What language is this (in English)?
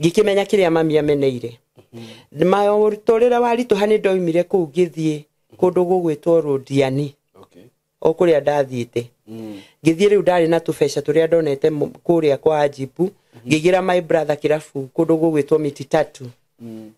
Kikuyu